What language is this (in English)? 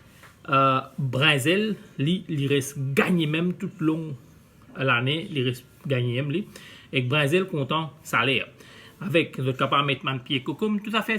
Morisyen